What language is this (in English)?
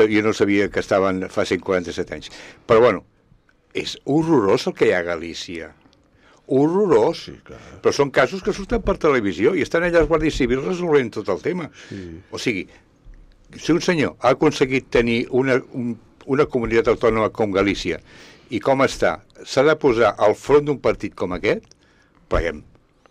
Catalan